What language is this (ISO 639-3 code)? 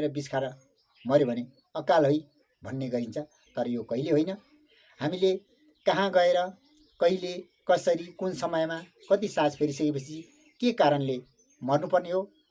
nep